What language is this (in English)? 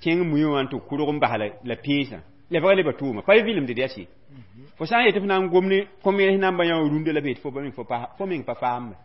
Mossi